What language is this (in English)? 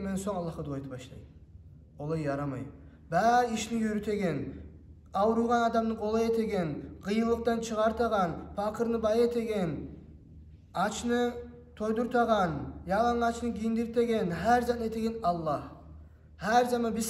Kumyk